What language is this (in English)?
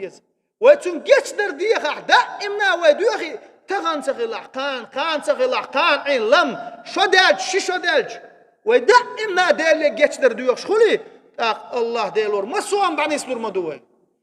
Chechen